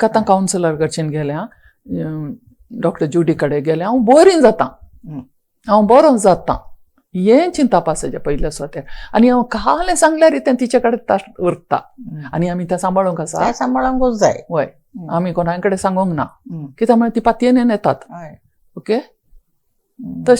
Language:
Konkani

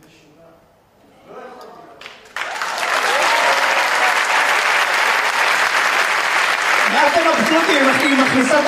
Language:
Hebrew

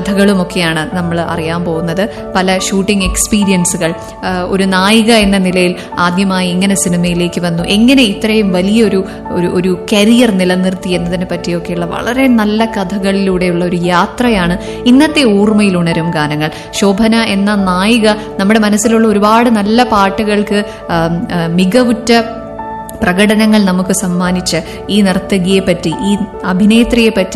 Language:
Malayalam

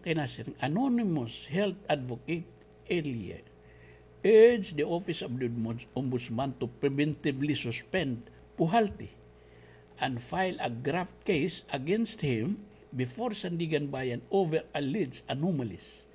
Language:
Waray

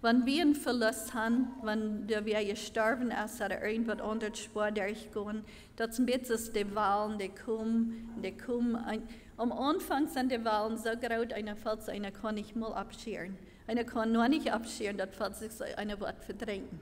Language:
Plautdietsch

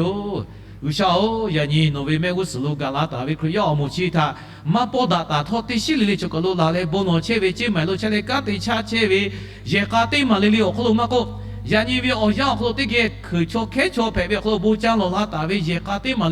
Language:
Lahu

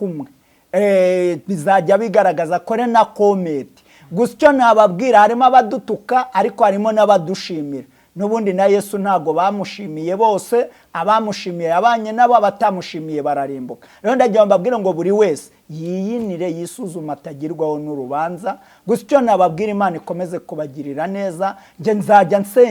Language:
Kinyarwanda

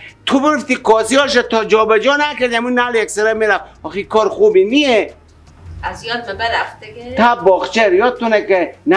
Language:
Persian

